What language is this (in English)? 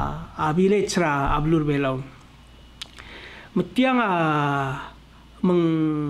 Palauan